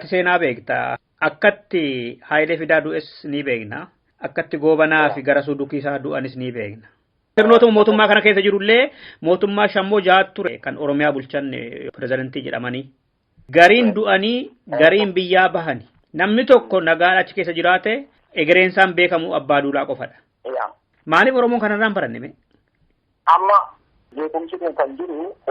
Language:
Oromo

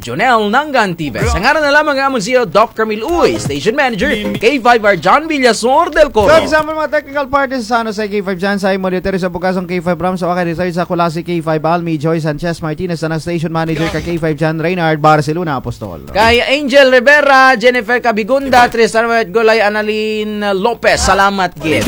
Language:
Kinaray-a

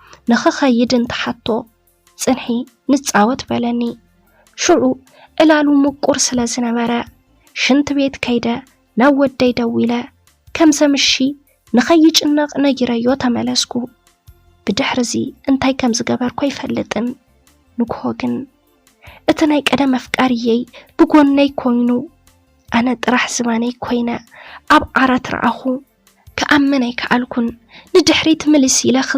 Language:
Tigrinya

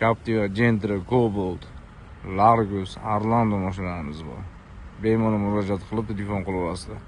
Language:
Uzbek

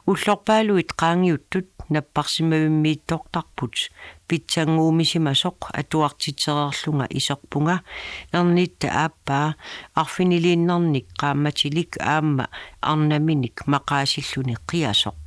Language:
Kalaallisut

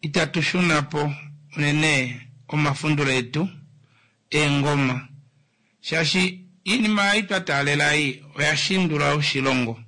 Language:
Kuanyama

